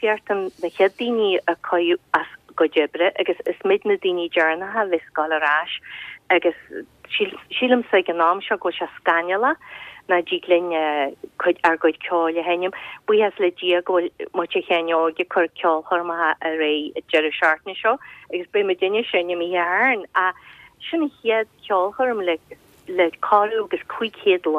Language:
Irish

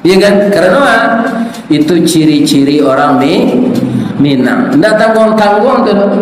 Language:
Minangkabau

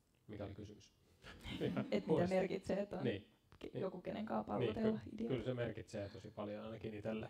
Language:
Finnish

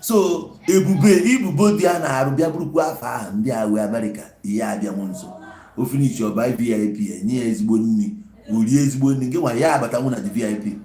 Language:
Igbo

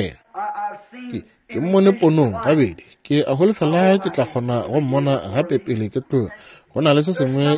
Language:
Northern Sotho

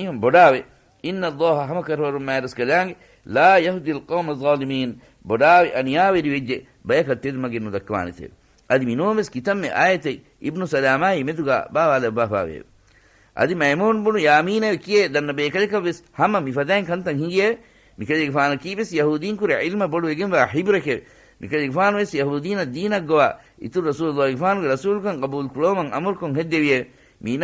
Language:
Divehi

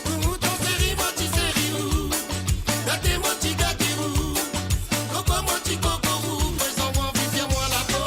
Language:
Morisyen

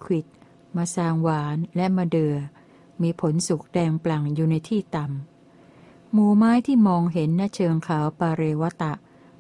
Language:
Thai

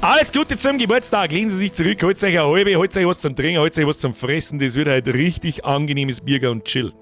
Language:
Bavarian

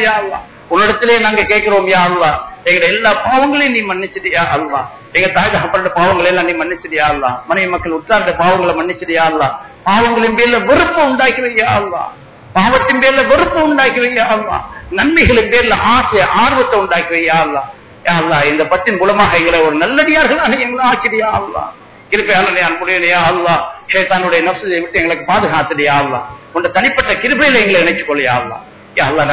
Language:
Tamil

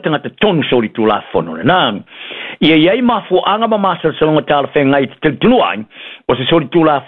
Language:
Samoan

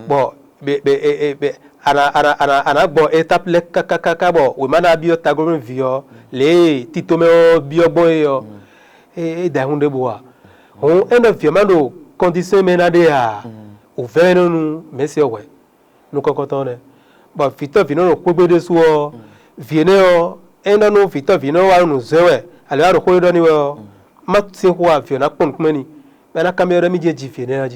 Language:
Fon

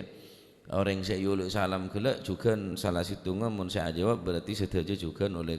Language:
Madurese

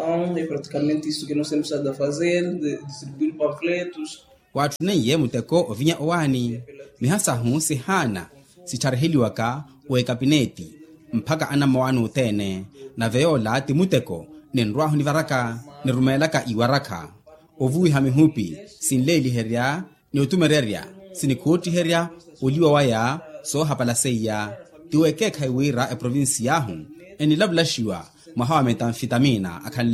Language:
Makhuwa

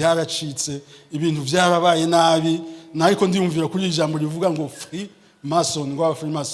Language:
Rundi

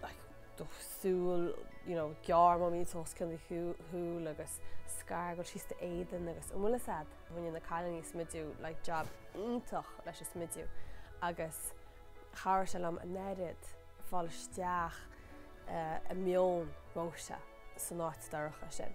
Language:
Irish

